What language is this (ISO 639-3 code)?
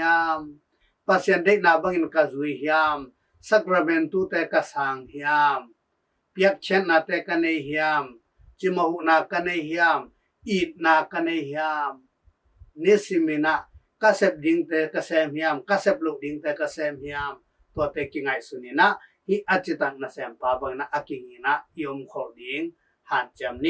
ctd